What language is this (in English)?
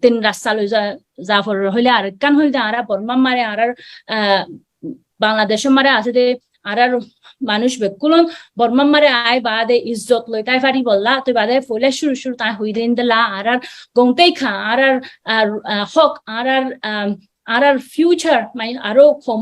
Rohingya